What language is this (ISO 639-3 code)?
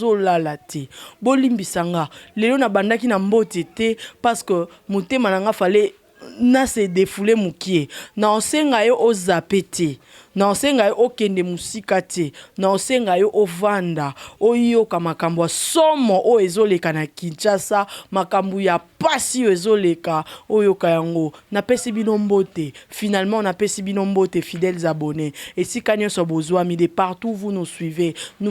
lin